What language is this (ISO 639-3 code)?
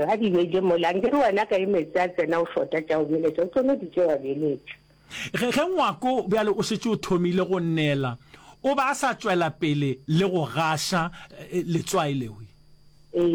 nso